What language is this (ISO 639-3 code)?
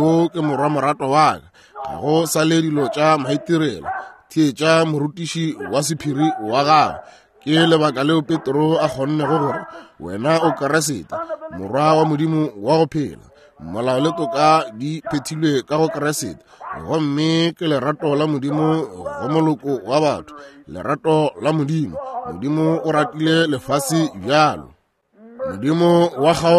nso